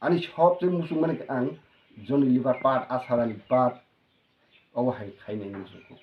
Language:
Kok Borok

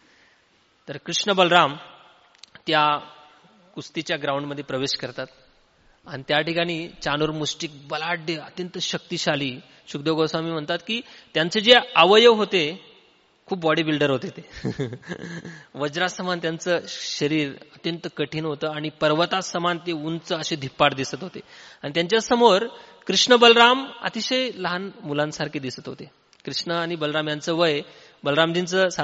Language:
Marathi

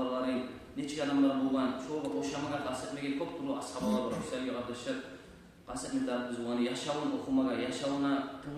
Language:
Kumyk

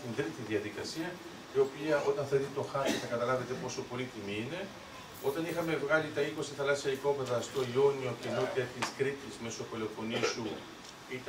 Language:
Greek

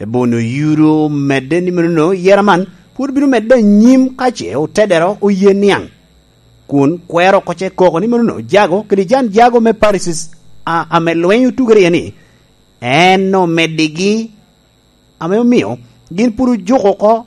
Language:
Lango (Uganda)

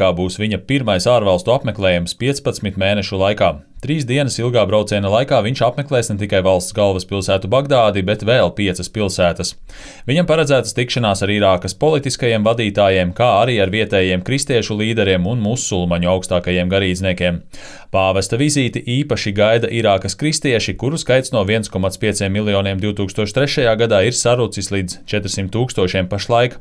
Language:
Latvian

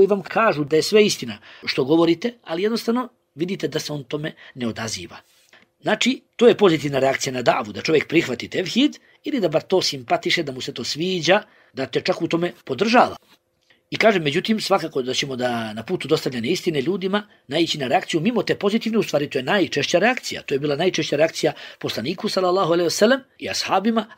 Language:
Bosnian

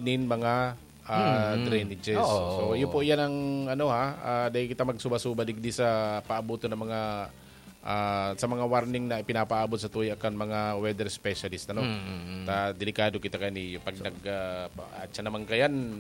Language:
Bikol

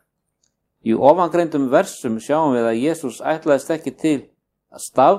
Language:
Icelandic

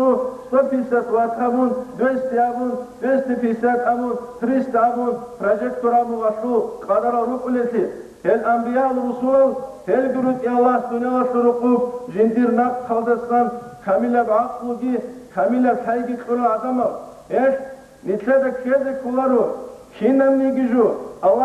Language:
Avaric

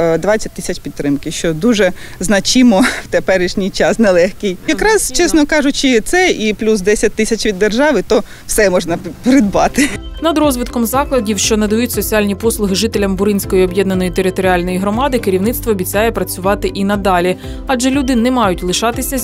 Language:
Ukrainian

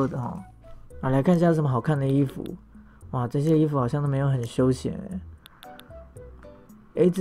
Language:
Chinese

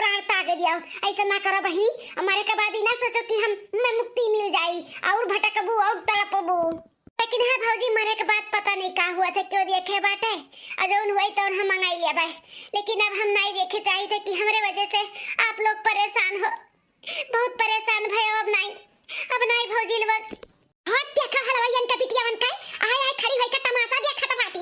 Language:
Awadhi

